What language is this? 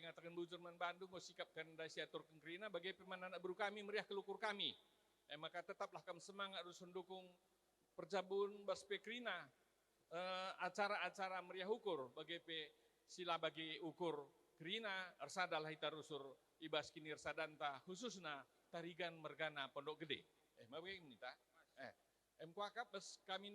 Batak Karo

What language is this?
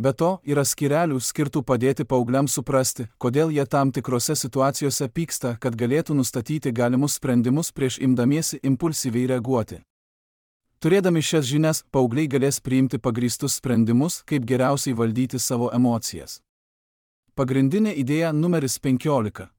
Lithuanian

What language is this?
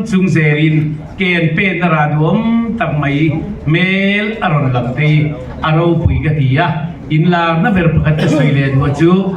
Mizo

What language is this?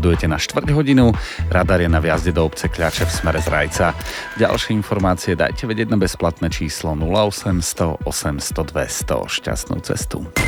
Slovak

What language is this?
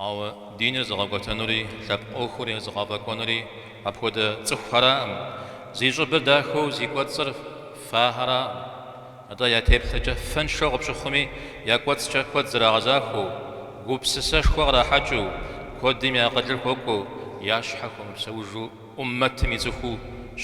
Kabardian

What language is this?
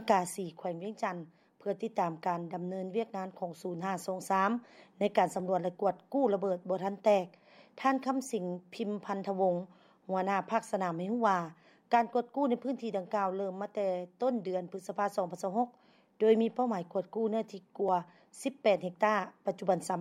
Lao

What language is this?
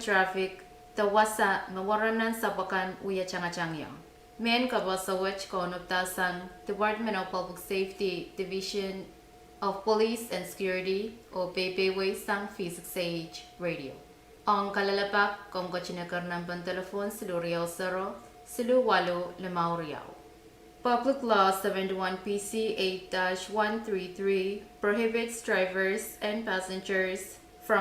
Pohnpeian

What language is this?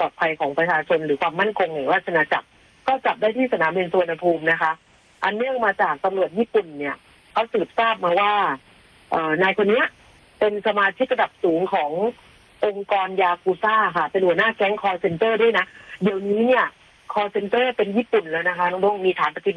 Thai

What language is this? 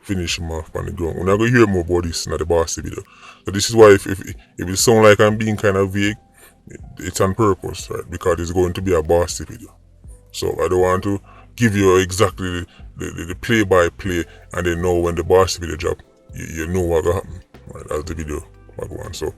Jamaican Creole English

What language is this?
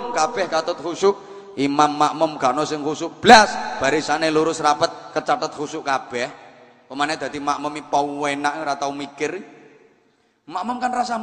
Javanese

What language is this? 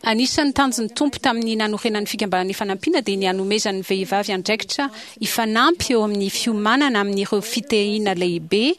Malagasy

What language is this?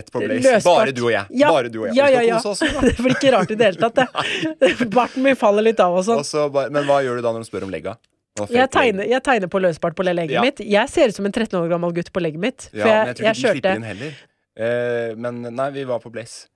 Norwegian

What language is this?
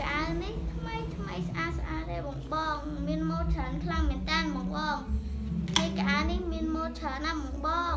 Khmer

